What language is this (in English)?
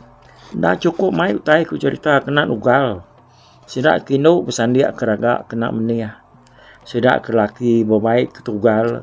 Iban